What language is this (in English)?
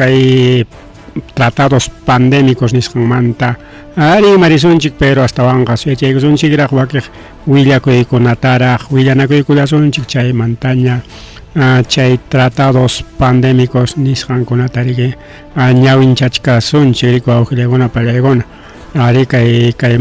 Ayacucho Quechua